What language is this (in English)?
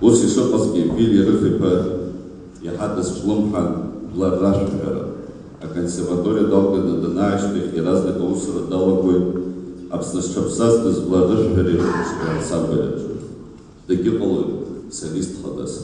Abkhazian